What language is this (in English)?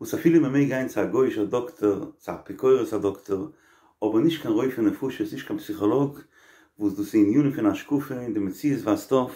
Yiddish